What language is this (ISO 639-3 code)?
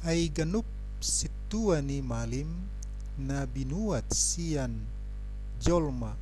bbc